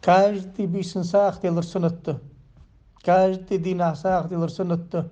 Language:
Ingush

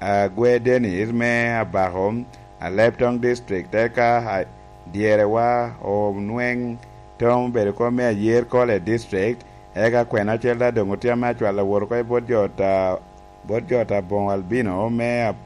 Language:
Lango (Uganda)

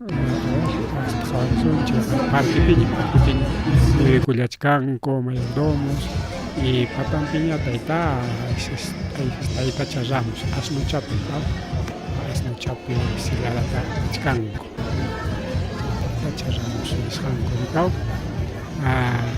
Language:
Ayacucho Quechua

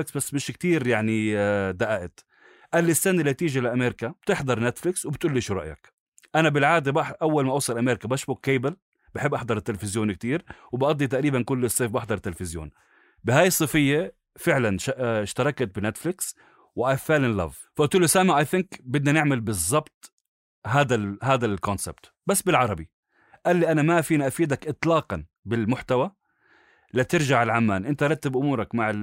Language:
North Levantine Arabic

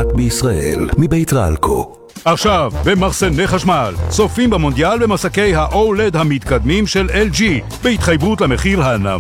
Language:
Hebrew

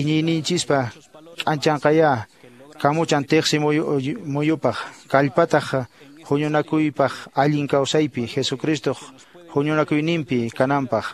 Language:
Quechua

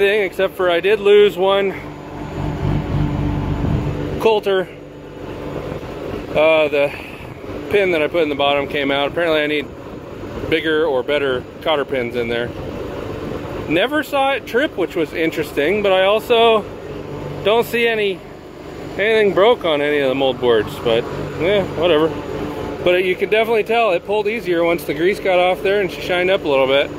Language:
English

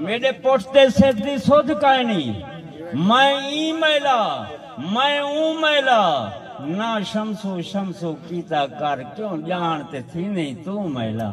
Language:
Saraiki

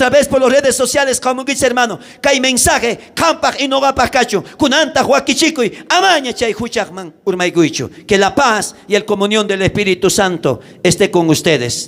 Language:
South Bolivian Quechua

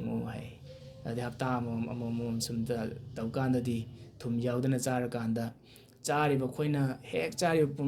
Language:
Manipuri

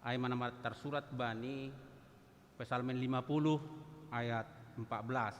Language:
Batak Simalungun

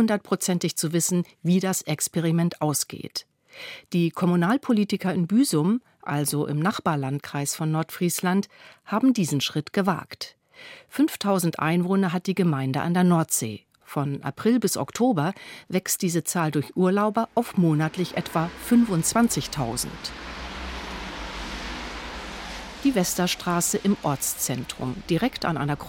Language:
German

